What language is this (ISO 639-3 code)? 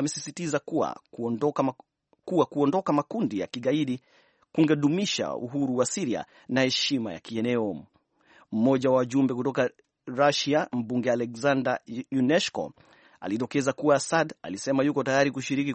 swa